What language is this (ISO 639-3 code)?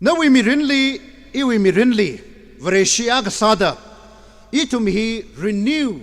nmf